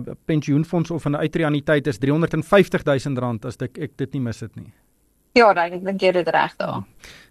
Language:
Afrikaans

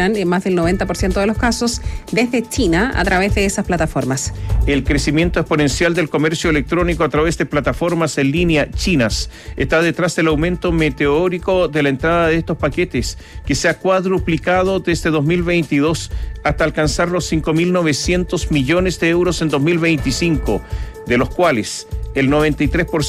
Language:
Spanish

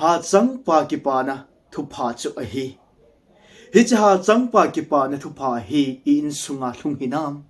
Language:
Thado Chin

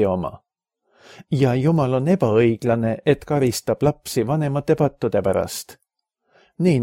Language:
Estonian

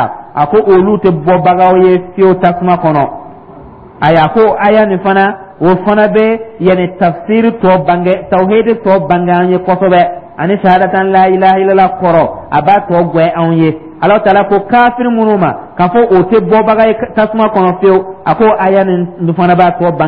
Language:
Dyula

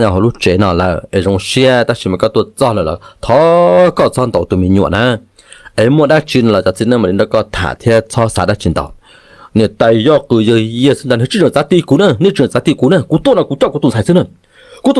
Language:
Hmong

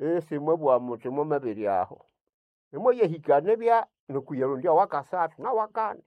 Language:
Nande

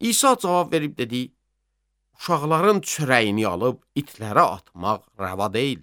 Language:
Azerbaijani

